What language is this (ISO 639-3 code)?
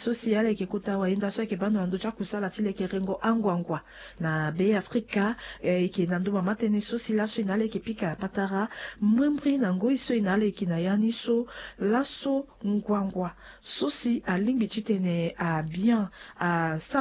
sag